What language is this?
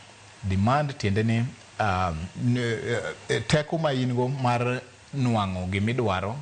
Luo (Kenya and Tanzania)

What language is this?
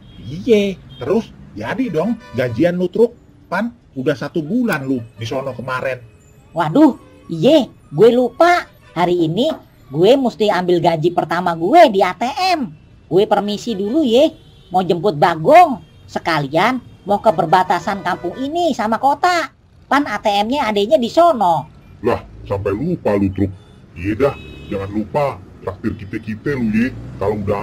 Betawi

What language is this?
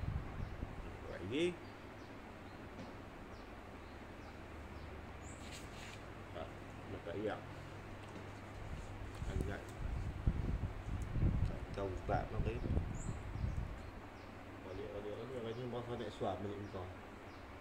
Malay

